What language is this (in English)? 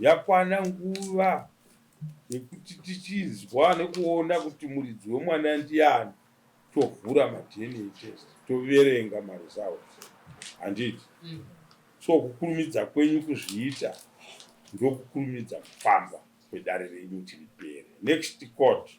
Shona